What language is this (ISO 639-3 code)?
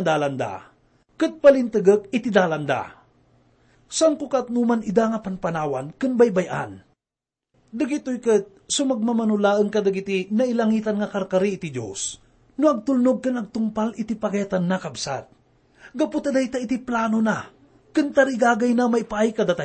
ilo